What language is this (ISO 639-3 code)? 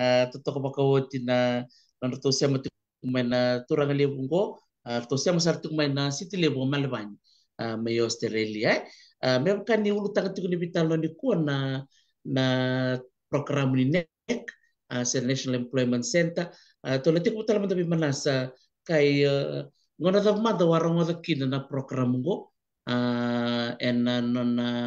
fij